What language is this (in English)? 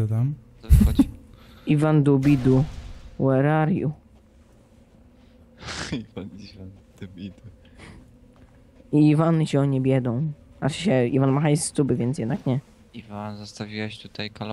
Polish